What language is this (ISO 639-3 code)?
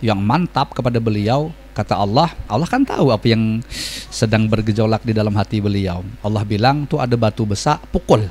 bjn